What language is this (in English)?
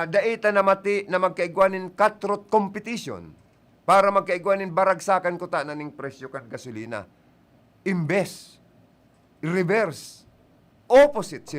Bikol